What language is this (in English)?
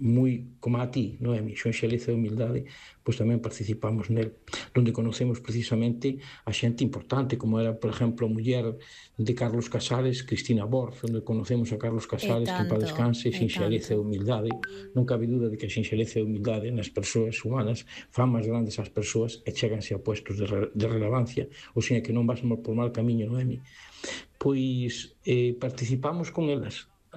Galician